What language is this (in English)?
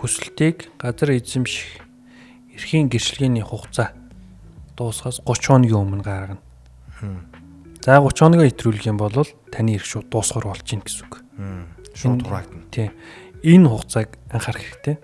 Mongolian